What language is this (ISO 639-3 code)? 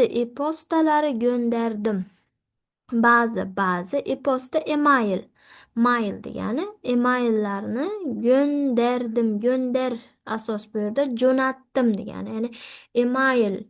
uzb